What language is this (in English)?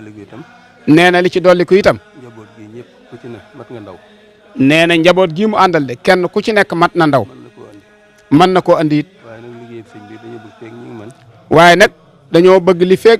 Wolof